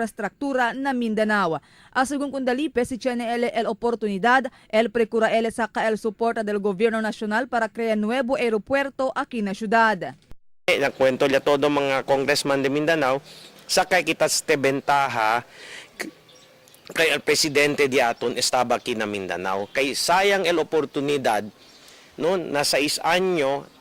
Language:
Chavacano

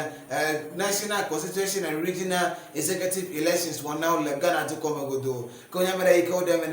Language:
Ewe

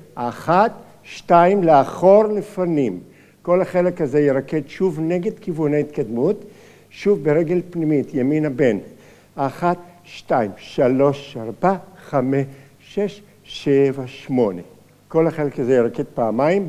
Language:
Hebrew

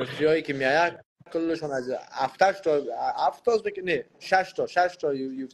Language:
Persian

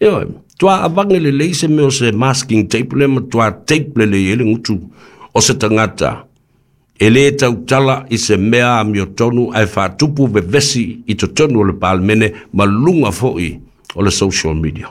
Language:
Samoan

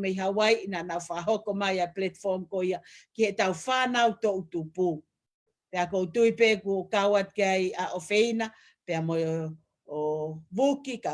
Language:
Tongan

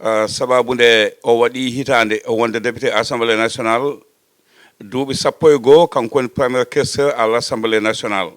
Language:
Fula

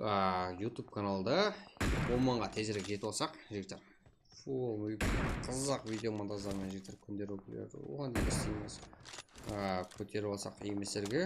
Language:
Kara-Kalpak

